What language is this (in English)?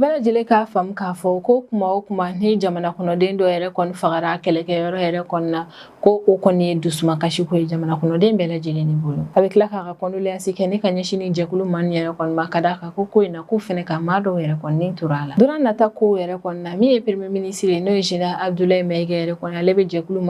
Bambara